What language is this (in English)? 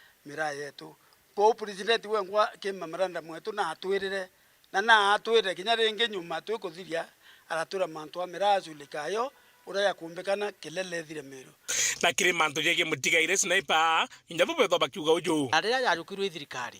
Meru